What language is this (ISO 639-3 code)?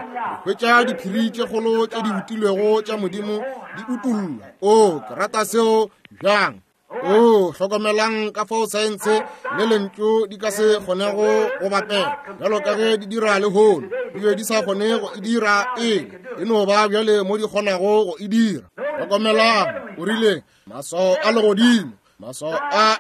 nso